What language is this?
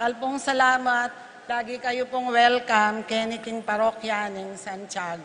Pampanga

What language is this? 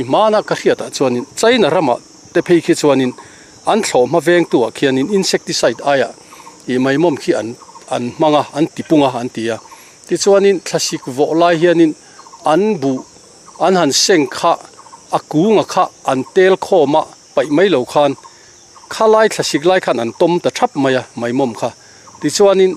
Mizo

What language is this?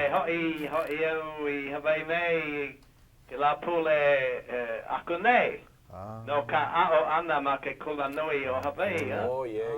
Hawaiian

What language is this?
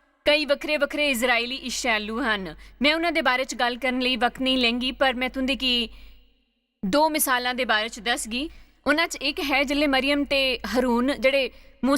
Dogri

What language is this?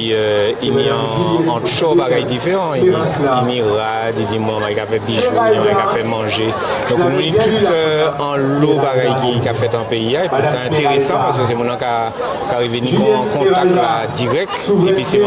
Guadeloupean Creole French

